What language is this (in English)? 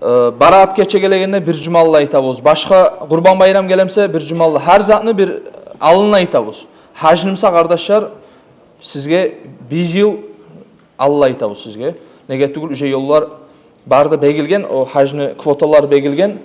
Kumyk